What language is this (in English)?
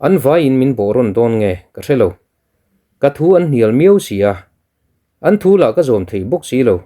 Mizo